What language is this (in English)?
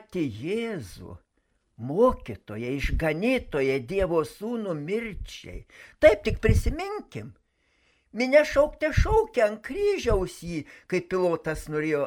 Lithuanian